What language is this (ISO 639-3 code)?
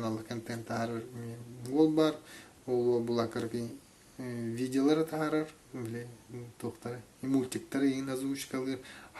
sah